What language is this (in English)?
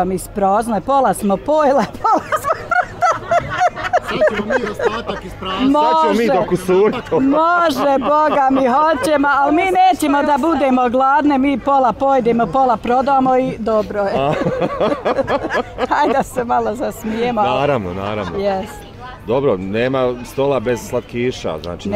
Bosnian